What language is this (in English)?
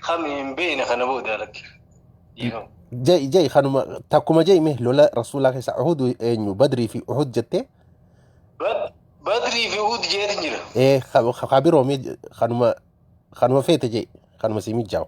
Oromo